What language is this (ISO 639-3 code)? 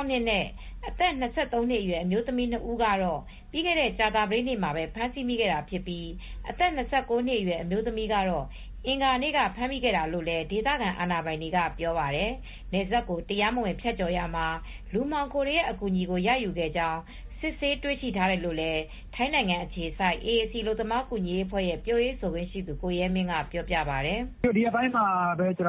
mya